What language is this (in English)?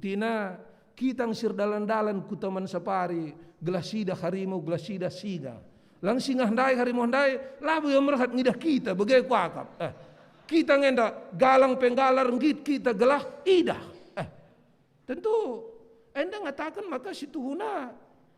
Batak Karo